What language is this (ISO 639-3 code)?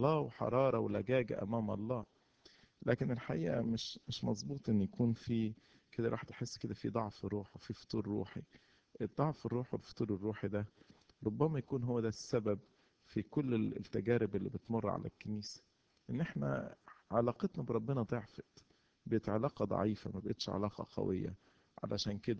arz